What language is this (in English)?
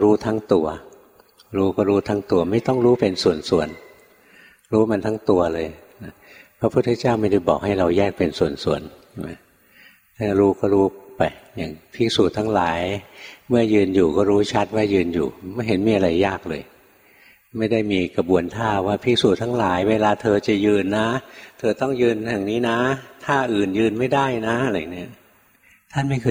Thai